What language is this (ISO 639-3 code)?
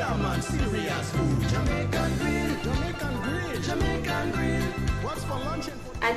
pon